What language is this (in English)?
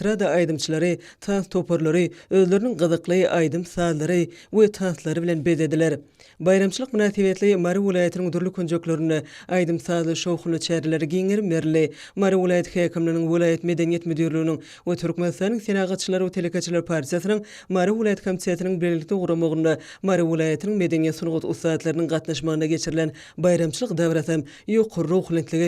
Turkmen